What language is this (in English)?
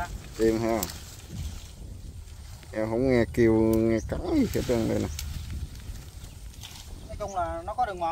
Vietnamese